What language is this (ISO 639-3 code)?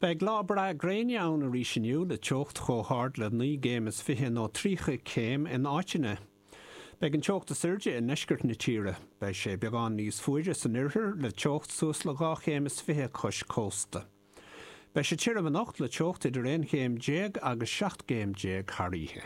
gle